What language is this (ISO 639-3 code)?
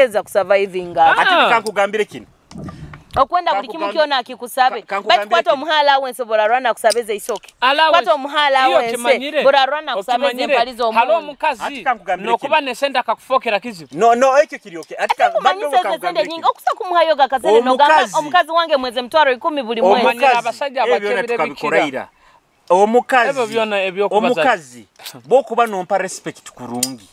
nyo